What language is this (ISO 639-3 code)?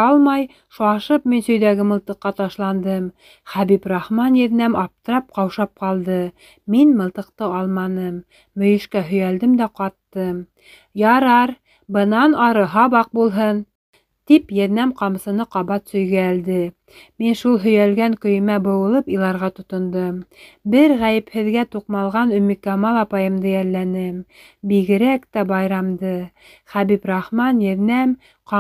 bak